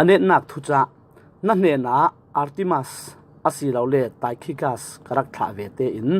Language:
Falam Chin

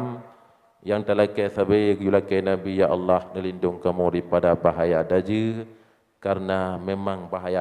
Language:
Achinese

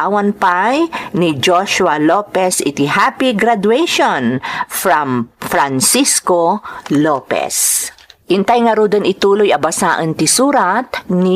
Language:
Iloko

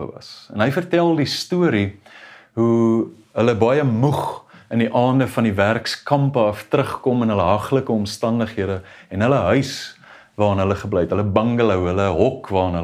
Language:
Afrikaans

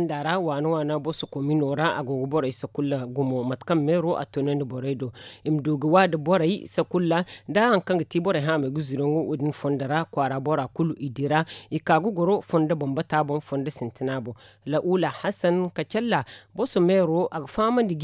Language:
Zarma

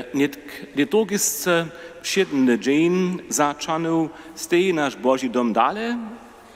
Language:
Upper Sorbian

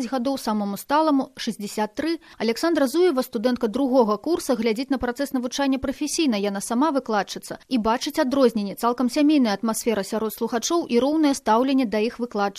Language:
Belarusian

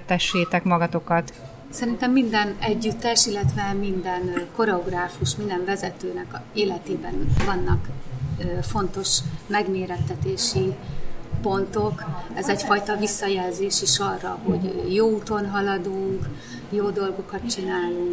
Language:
Hungarian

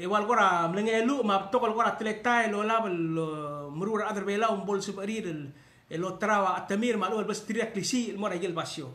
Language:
Palauan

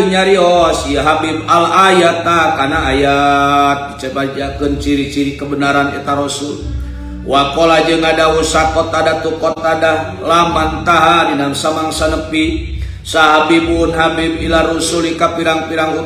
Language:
Sundanese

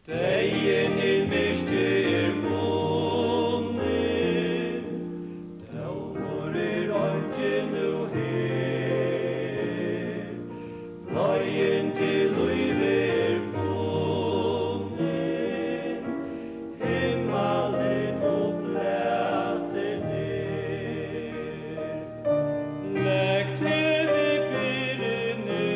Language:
Faroese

